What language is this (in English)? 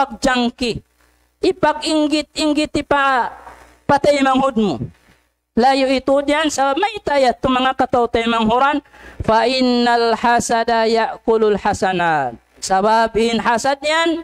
Tausug